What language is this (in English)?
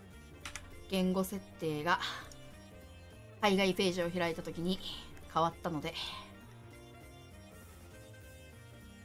Japanese